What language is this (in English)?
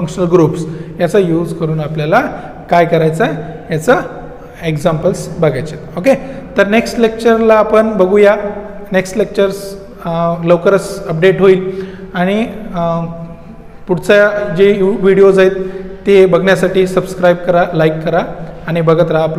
Marathi